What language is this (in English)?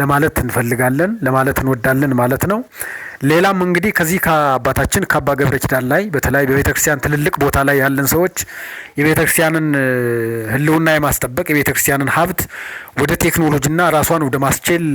Amharic